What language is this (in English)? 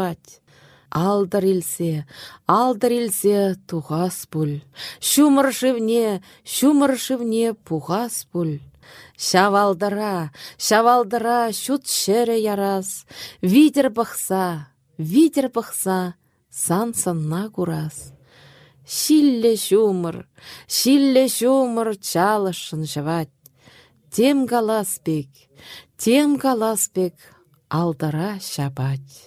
Chuvash